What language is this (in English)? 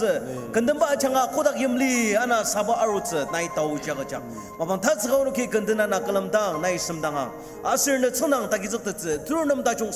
Ao Naga